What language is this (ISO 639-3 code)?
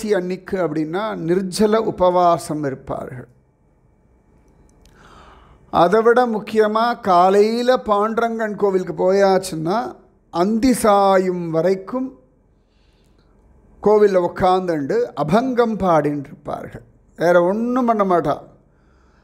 tam